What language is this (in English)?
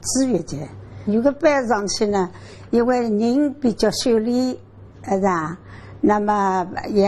Wu Chinese